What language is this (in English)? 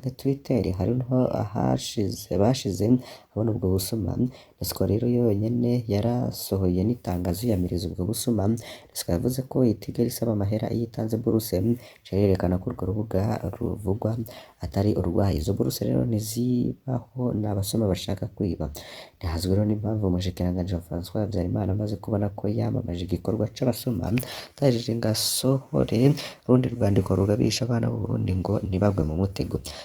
Rundi